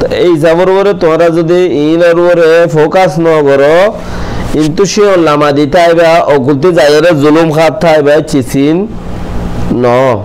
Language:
Rohingya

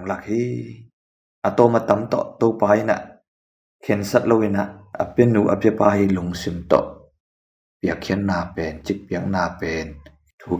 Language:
Tedim Chin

